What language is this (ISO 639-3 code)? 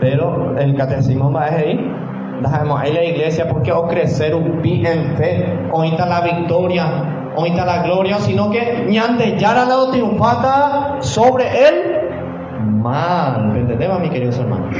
grn